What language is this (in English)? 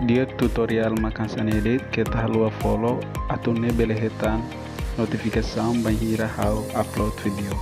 Tetum